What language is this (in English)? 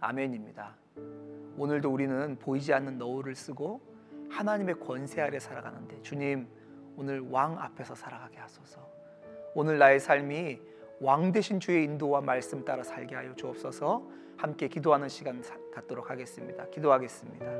Korean